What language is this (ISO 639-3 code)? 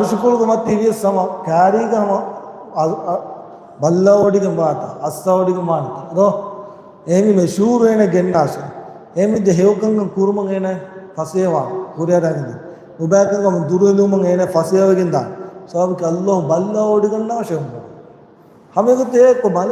div